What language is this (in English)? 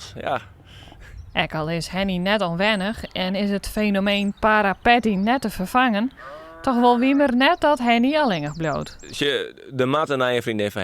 Western Frisian